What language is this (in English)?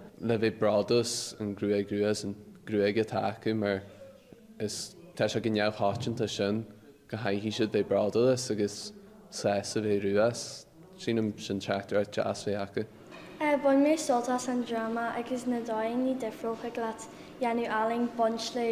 Irish